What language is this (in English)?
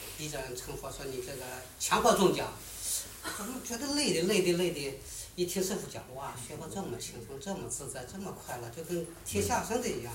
Chinese